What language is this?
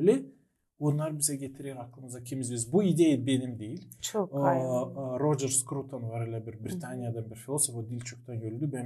Gagauz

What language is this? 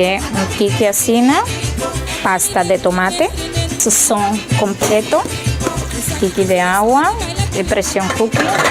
Papiamento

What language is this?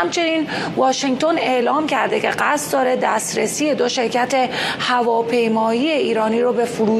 Persian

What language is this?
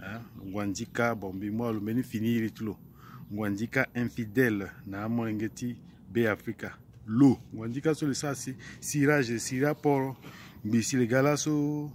Sango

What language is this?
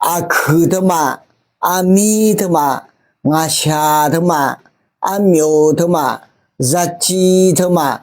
Akha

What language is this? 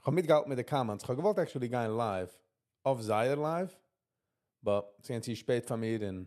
Yiddish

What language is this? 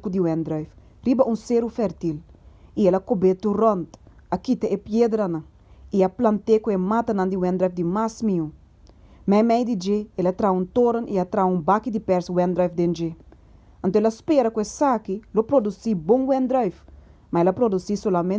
Papiamento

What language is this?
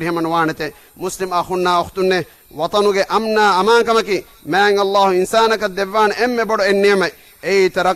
Divehi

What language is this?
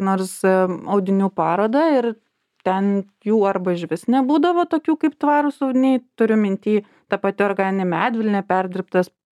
Lithuanian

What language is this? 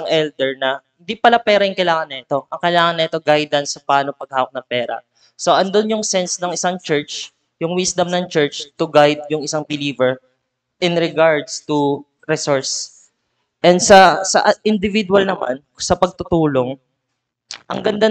Filipino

